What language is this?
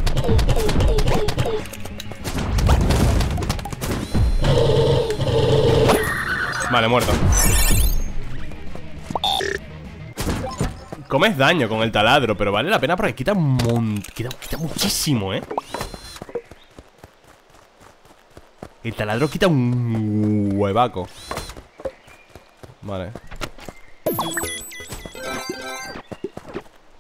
Spanish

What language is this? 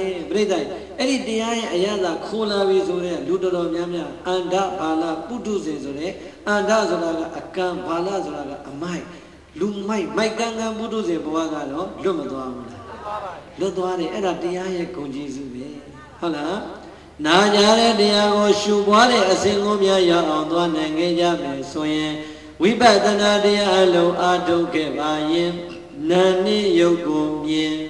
Burmese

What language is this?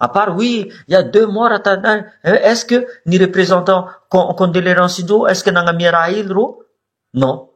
Malagasy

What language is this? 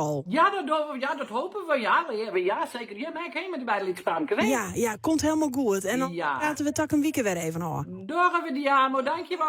Western Frisian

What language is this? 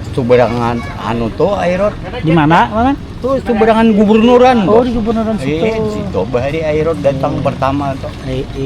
Banjar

